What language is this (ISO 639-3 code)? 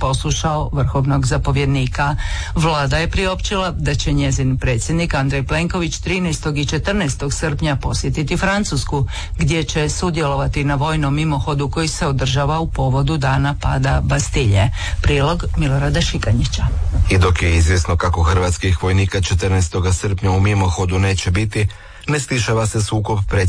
hrv